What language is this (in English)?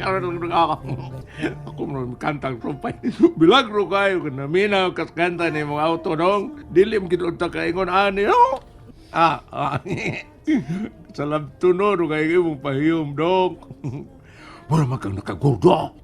Cebuano